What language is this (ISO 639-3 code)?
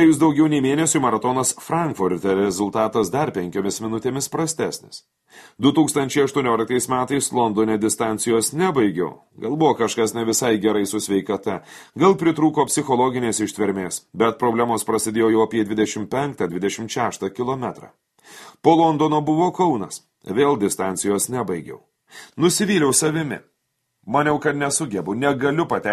lit